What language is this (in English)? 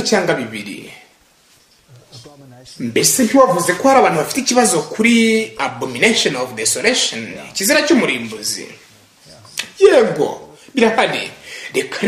Kinyarwanda